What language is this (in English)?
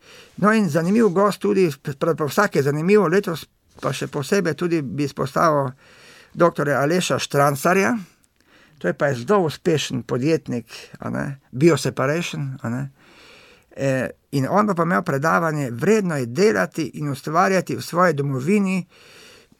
Slovenian